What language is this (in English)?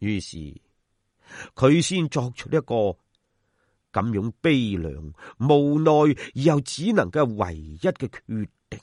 Cantonese